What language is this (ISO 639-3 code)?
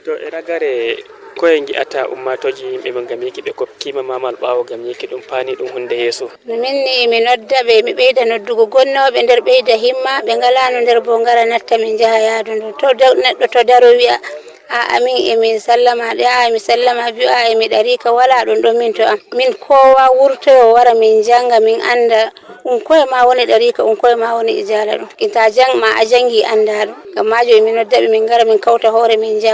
ful